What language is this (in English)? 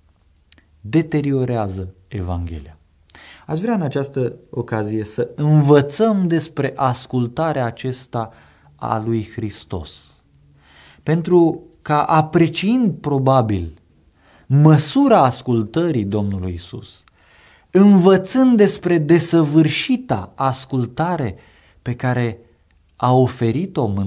Romanian